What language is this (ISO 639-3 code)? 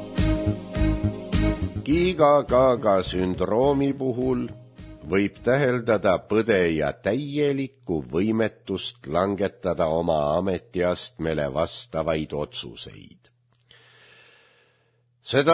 est